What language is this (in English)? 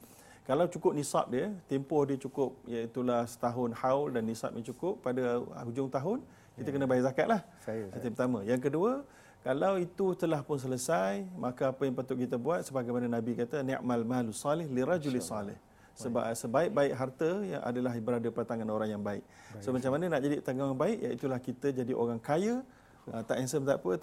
Malay